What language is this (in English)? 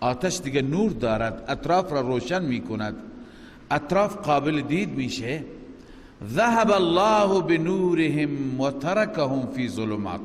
Persian